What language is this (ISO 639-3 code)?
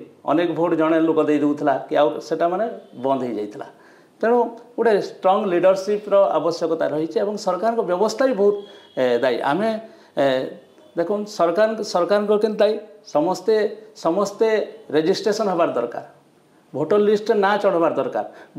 ori